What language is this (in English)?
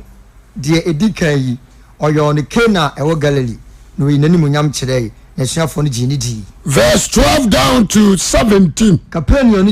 Akan